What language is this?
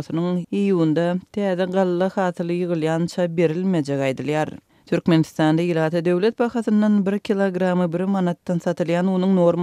Turkmen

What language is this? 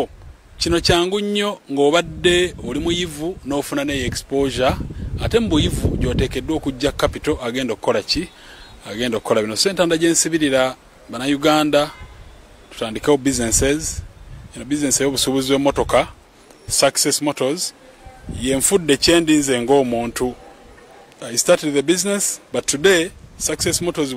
Ganda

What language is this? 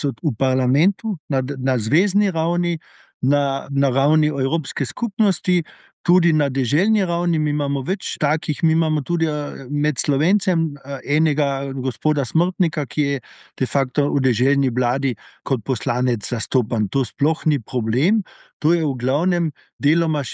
Slovenian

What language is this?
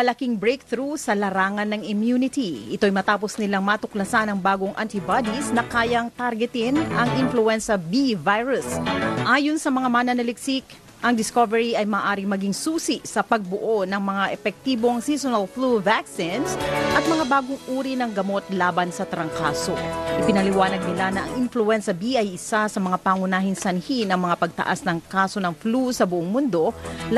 Filipino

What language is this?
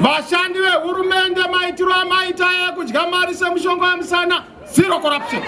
Shona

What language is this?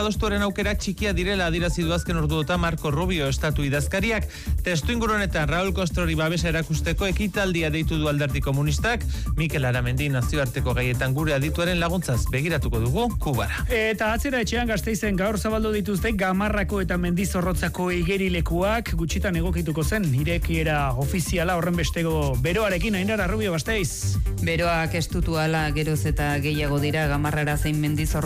Basque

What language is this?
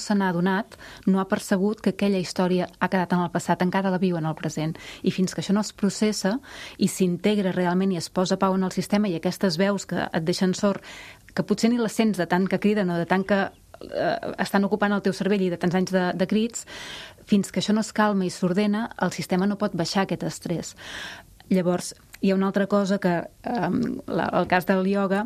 Catalan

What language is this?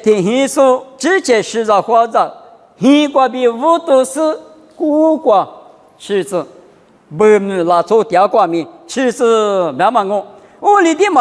Lisu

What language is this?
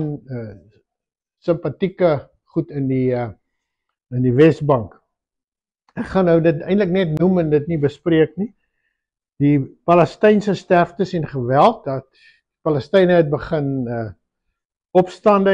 Afrikaans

